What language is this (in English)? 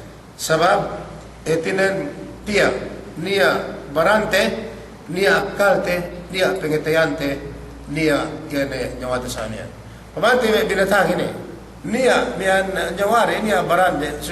Yakan